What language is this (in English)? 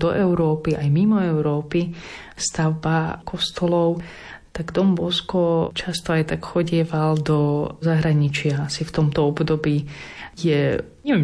Slovak